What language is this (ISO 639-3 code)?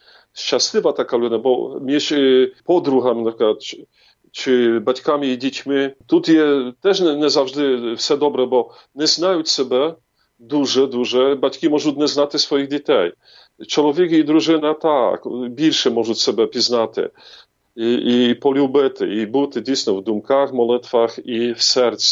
ukr